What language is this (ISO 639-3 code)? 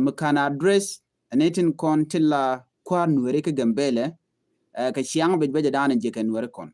nus